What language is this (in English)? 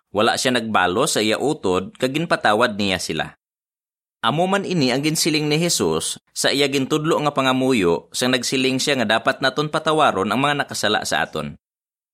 Hiligaynon